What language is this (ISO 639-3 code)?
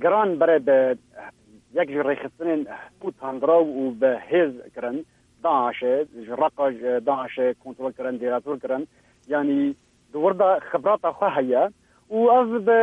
kur